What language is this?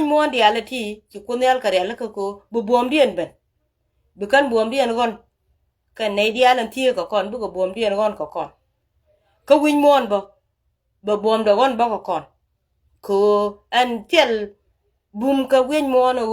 Nuer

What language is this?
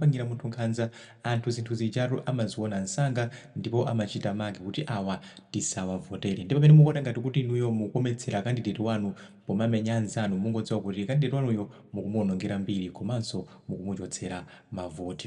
Nyanja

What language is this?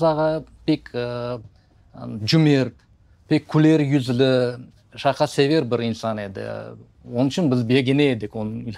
Crimean Tatar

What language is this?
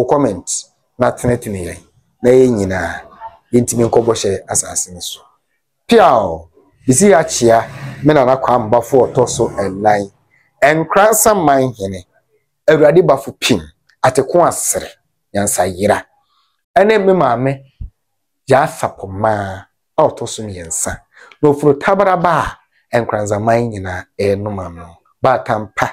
Akan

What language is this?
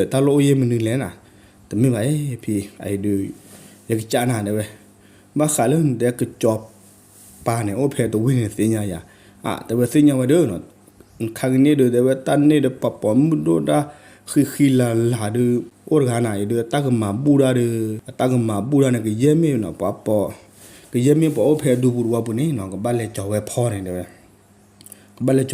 S'gaw Karen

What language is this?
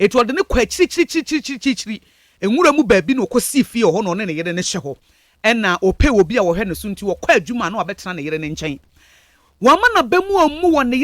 Akan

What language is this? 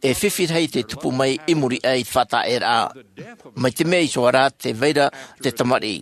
Tahitian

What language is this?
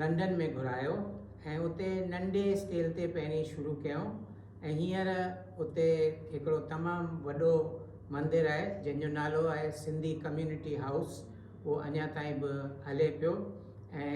Sindhi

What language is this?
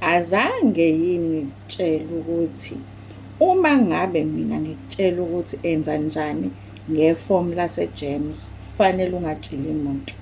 Zulu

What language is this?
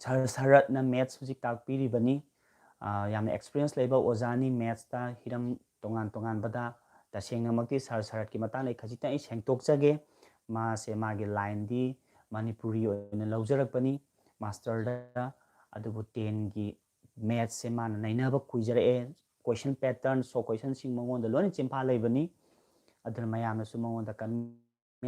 Manipuri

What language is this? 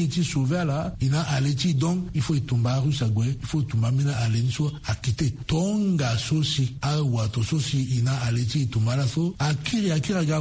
Sango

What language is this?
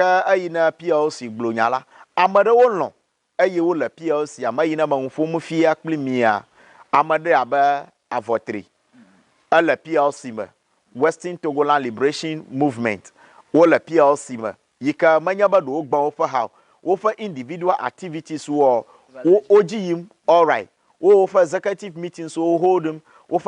Ewe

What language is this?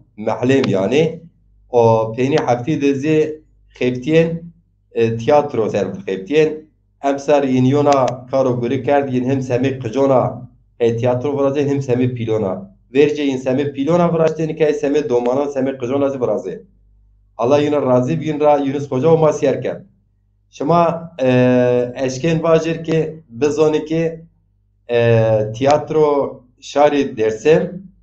Zaza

